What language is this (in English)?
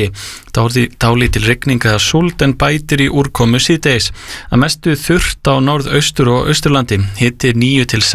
Icelandic